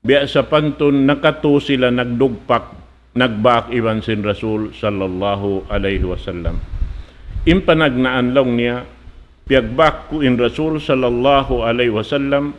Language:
Tausug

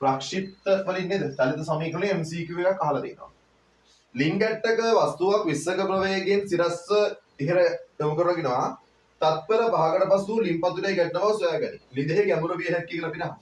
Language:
Sinhala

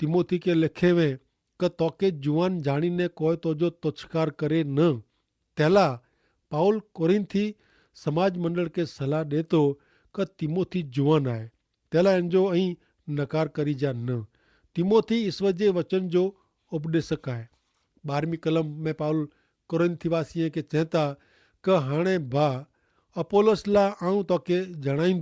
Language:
Kachhi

